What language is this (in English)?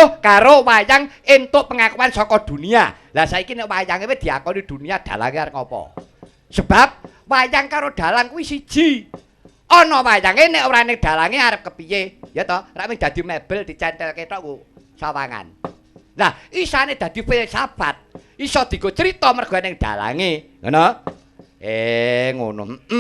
Javanese